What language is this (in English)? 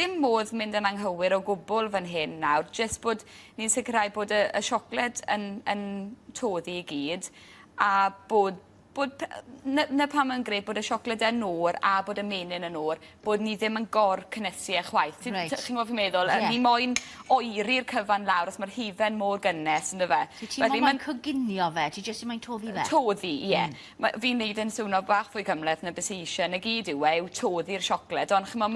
Welsh